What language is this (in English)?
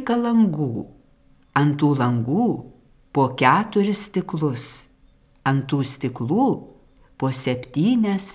Lithuanian